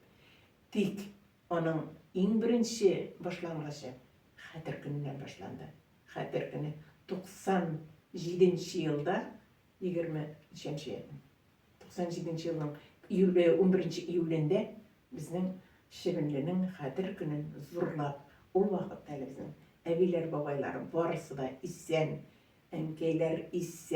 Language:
Tatar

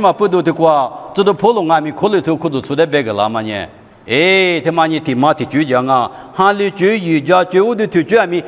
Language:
Lisu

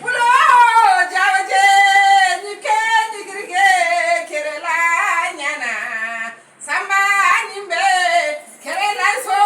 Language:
Fula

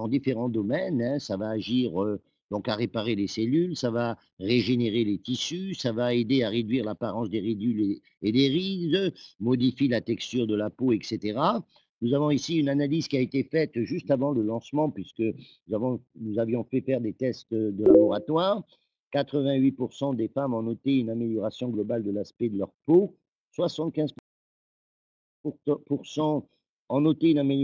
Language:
French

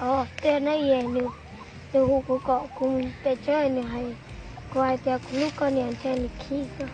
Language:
Hmong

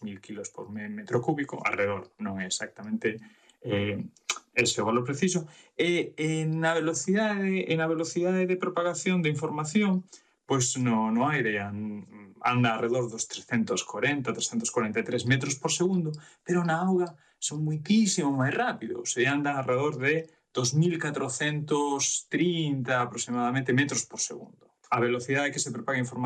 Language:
Galician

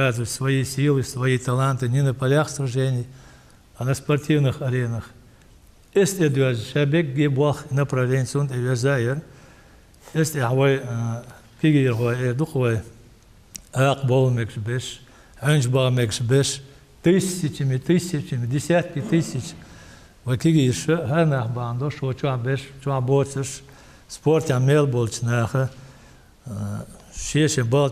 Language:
Chechen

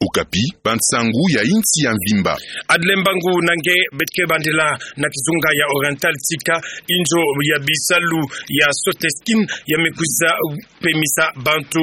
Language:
Kituba (Democratic Republic of Congo)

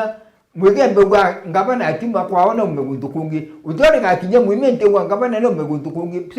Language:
Meru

